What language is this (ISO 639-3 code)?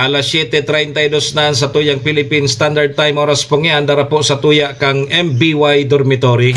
bik